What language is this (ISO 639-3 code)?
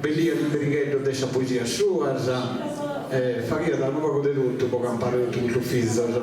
srd